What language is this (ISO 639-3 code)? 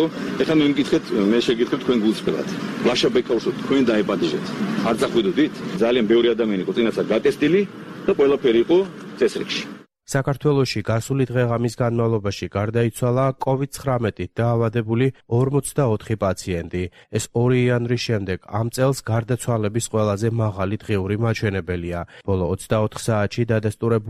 kat